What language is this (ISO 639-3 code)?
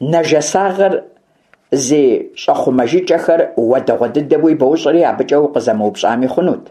kbd